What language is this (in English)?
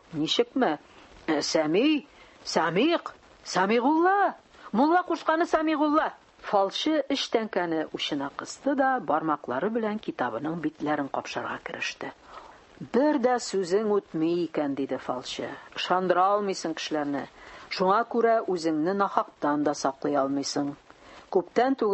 Tatar